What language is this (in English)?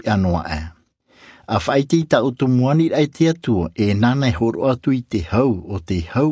Tahitian